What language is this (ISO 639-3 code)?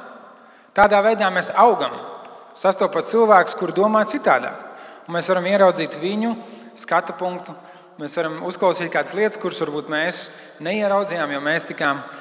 lav